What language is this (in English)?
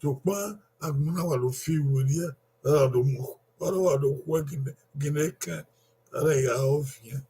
Bini